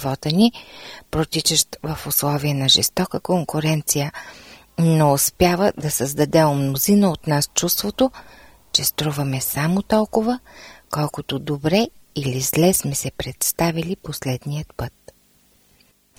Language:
Bulgarian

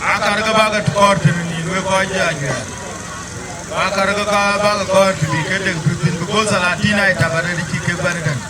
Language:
Dinka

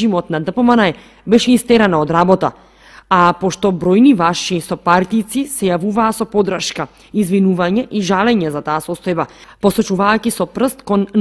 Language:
Macedonian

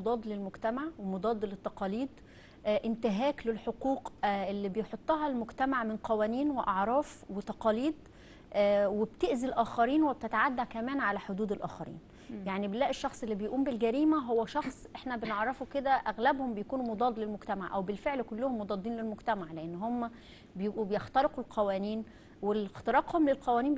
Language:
Egyptian Arabic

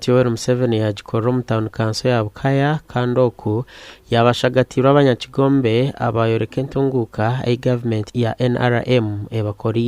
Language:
Nyankole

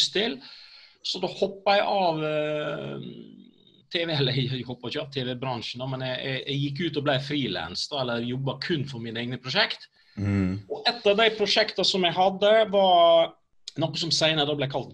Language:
Norwegian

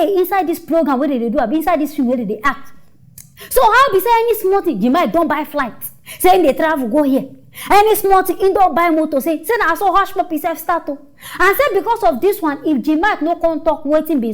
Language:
Nigerian Pidgin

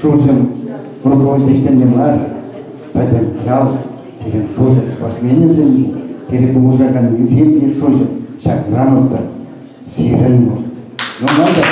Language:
Chuvash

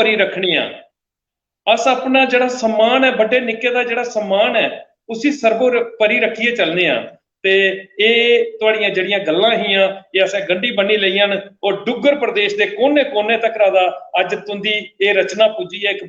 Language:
Dogri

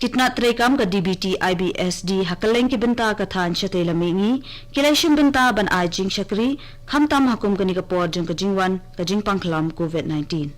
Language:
Khasi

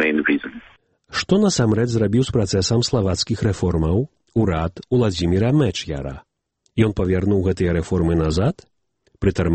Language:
Belarusian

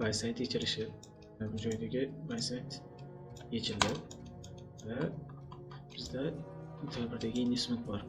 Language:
Uzbek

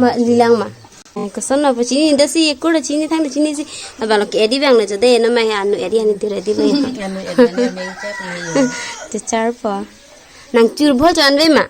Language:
Karbi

